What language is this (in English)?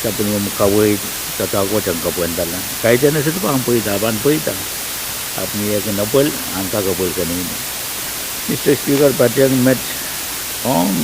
Pohnpeian